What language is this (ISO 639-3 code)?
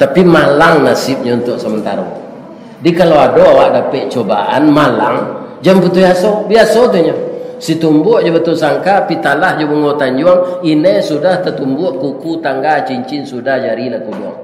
min